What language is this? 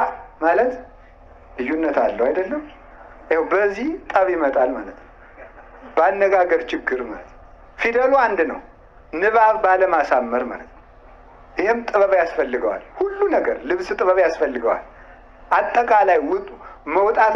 Amharic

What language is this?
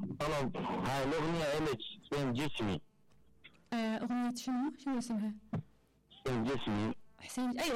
Mesopotamian Arabic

